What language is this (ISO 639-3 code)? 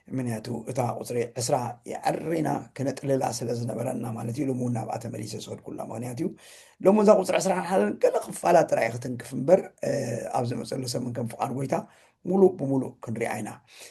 tir